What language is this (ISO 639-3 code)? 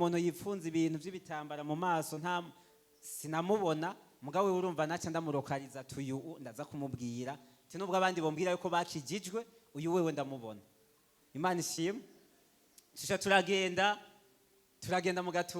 run